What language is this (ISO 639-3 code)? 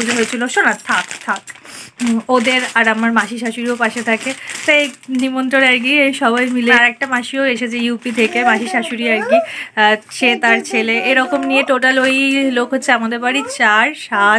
ben